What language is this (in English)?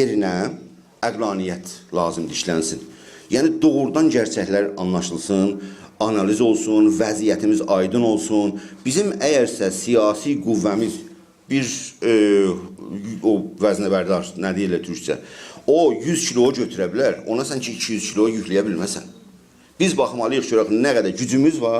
South Azerbaijani